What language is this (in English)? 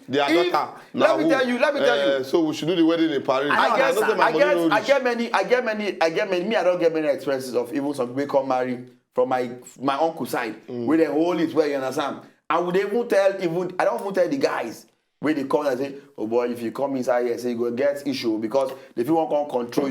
Nigerian Pidgin